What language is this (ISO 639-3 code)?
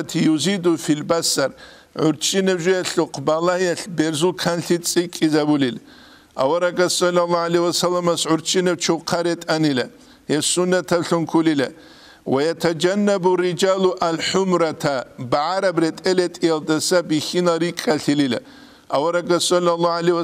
ava